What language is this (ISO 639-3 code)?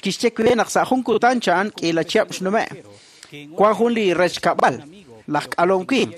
kek